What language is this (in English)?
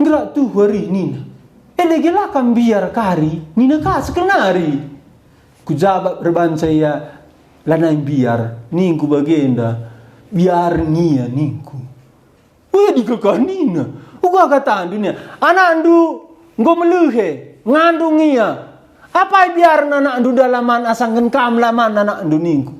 Batak Karo